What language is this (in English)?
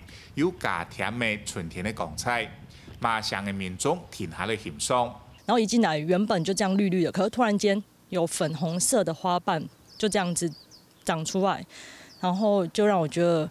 Hakka Chinese